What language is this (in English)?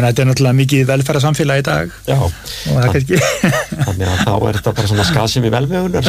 Icelandic